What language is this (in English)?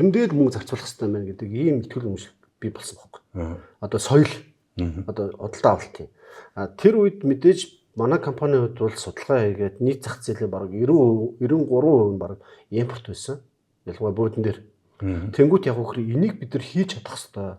Mongolian